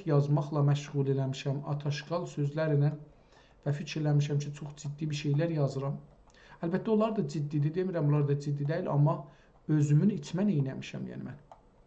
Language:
South Azerbaijani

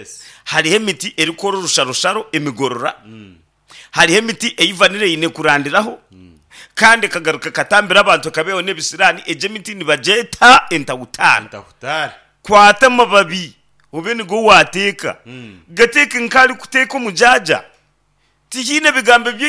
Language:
Nyankole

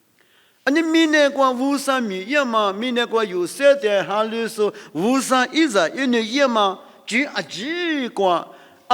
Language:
Lisu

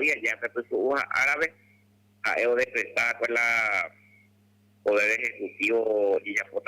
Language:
Guarani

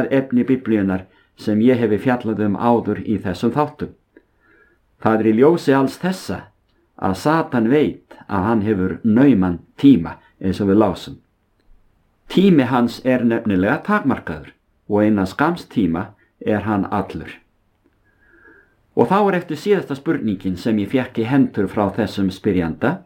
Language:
Icelandic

